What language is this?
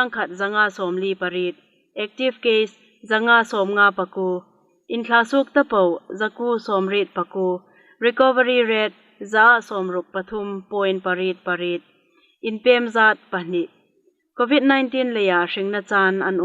Hmar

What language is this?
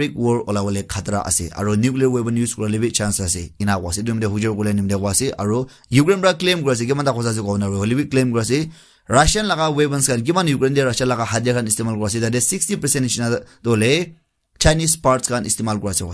Naga Pidgin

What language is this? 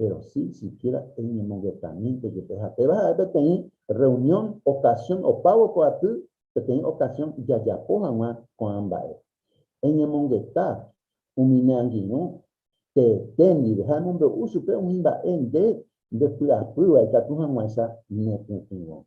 Guarani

